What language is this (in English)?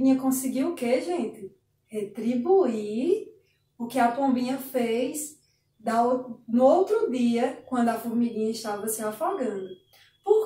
Portuguese